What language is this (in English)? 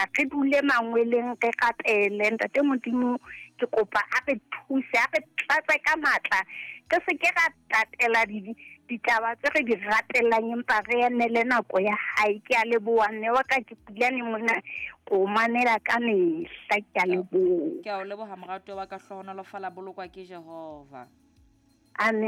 Southern Sotho